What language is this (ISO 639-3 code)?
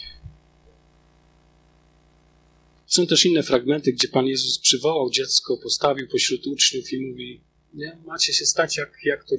pol